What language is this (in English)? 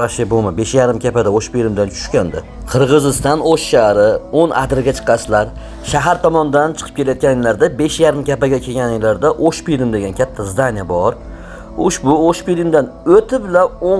Uzbek